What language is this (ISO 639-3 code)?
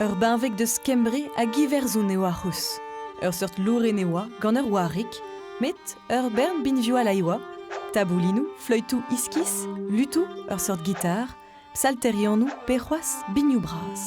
bre